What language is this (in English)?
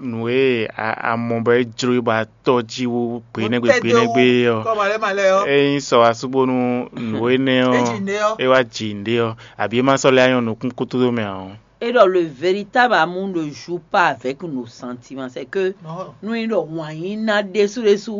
Fon